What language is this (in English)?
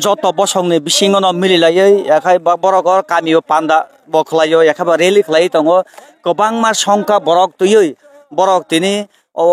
Kok Borok